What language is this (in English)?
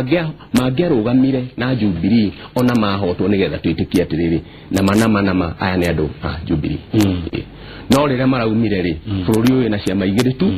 Kikuyu